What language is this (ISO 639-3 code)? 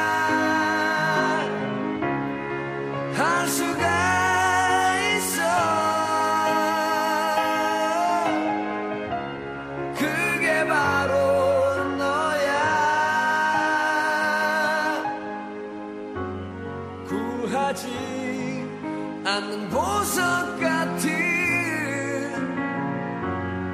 kor